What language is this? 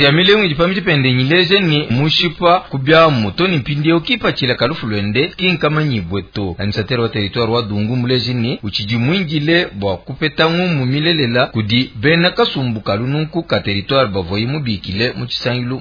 Luba-Lulua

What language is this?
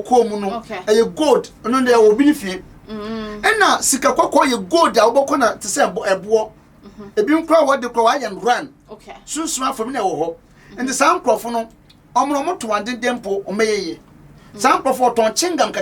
Akan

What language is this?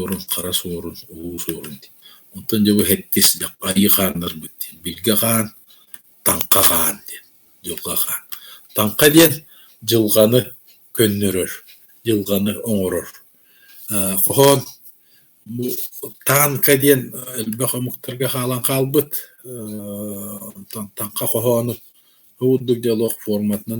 Yakut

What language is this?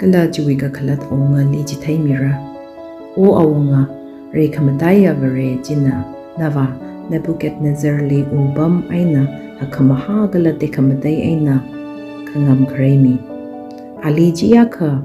Tangkhul Naga (India)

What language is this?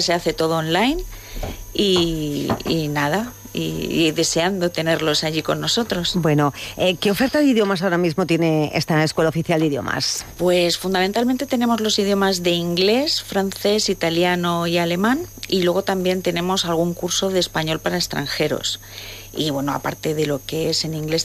Spanish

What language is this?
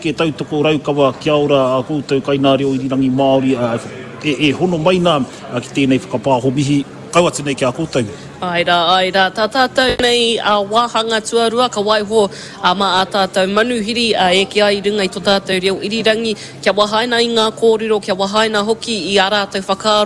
Māori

